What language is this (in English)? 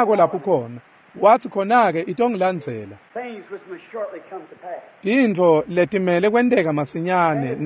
Swati